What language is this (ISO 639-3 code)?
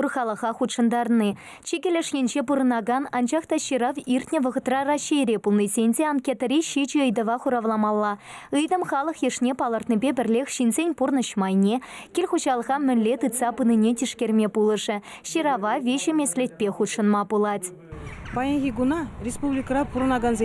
chv